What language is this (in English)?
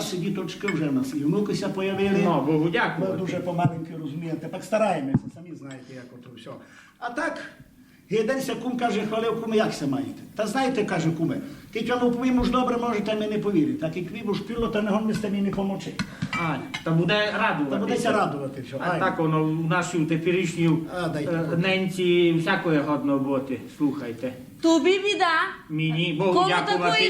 Rusyn